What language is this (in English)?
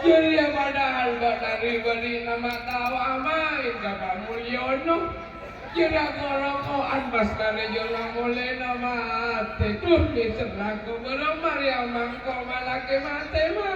Madurese